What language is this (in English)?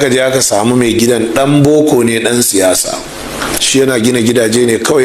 Hausa